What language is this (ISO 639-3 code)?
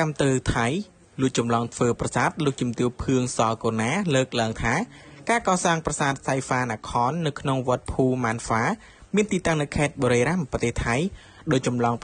khm